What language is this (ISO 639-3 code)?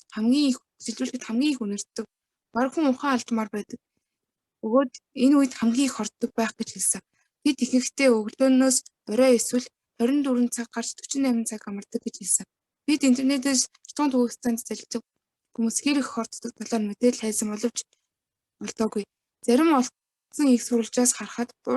mon